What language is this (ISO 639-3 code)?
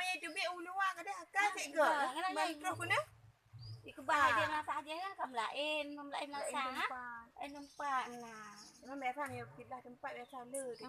ace